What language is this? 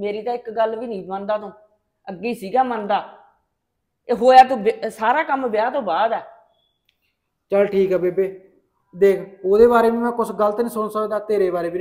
Punjabi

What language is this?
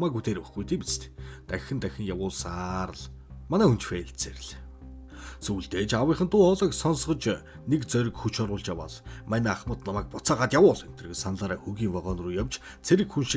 Mongolian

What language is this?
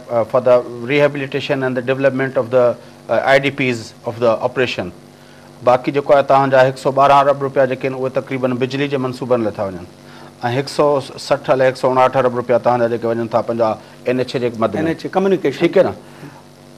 Sindhi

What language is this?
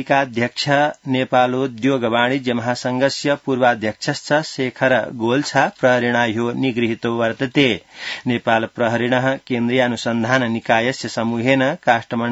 Sanskrit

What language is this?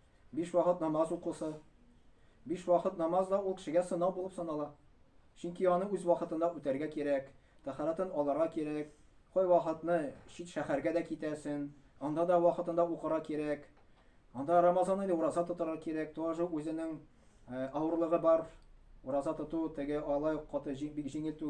Tatar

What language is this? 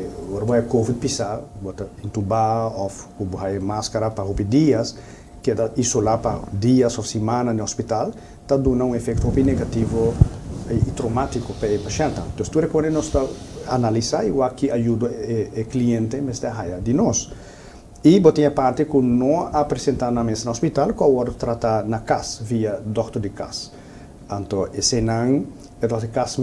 Papiamento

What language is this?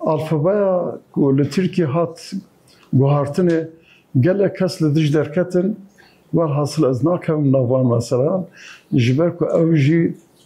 Kurdish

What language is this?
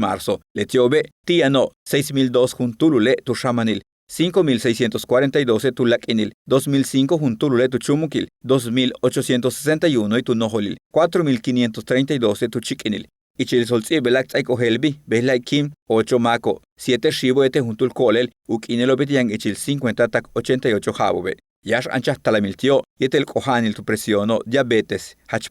Yucateco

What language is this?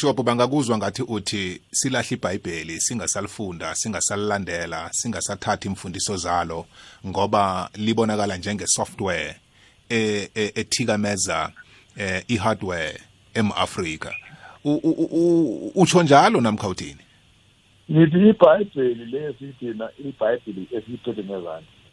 South Ndebele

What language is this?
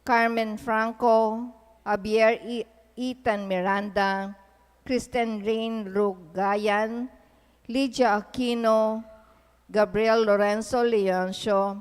Pampanga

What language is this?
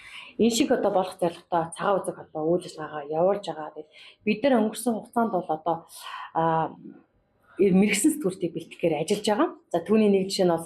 Mongolian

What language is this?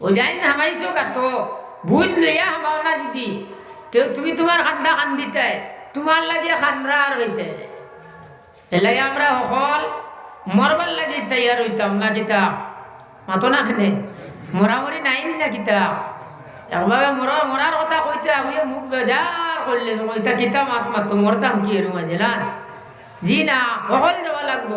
Sylheti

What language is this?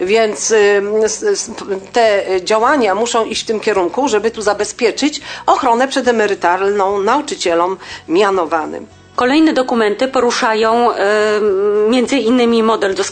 Polish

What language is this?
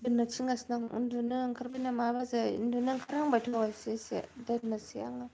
Bodo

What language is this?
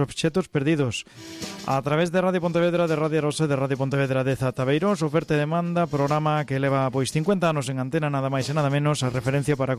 Galician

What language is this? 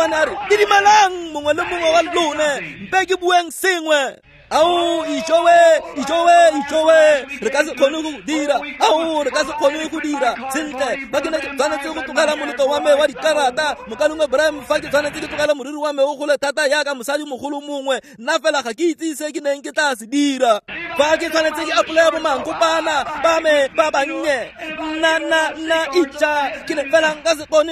Tswana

